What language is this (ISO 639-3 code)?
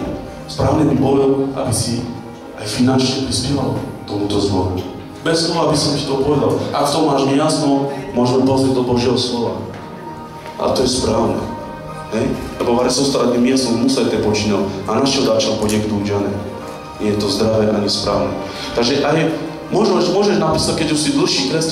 slk